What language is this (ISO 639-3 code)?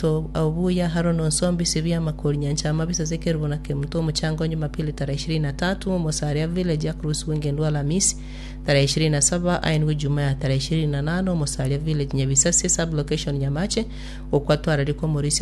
guz